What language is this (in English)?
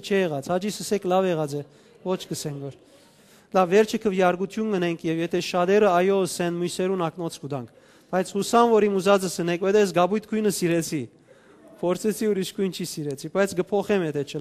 Western Armenian